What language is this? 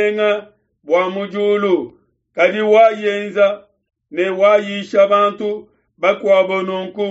Luba-Lulua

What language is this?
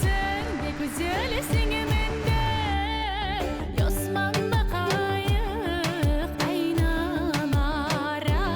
Crimean Tatar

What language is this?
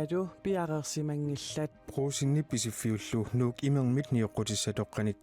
Kalaallisut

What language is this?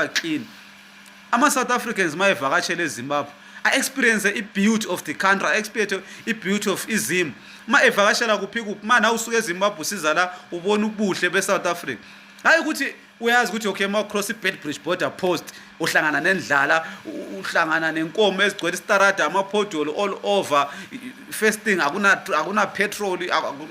Zulu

